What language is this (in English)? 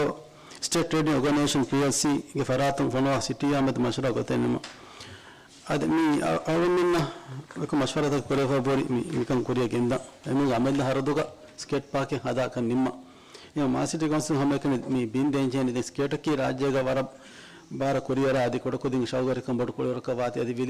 Divehi